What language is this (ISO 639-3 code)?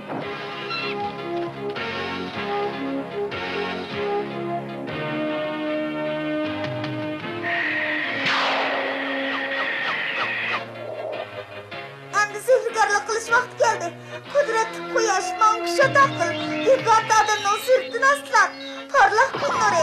uig